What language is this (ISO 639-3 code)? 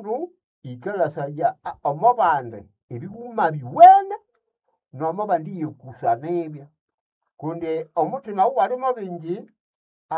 nnb